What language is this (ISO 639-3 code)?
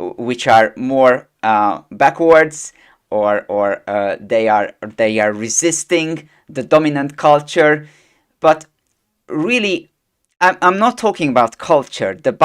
eng